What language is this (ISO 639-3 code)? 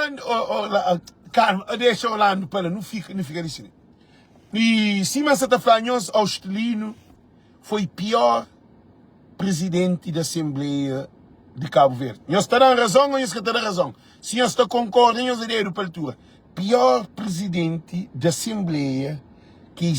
kea